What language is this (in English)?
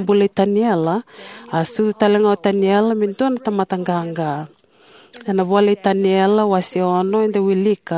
Fijian